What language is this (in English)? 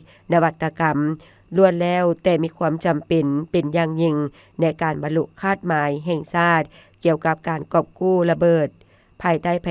Lao